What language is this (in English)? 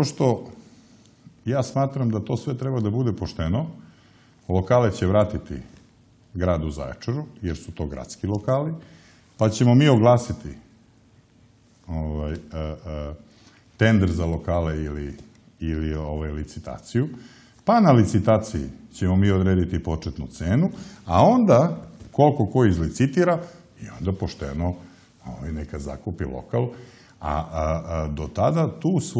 Serbian